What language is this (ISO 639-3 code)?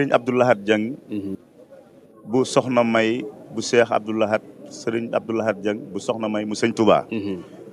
wol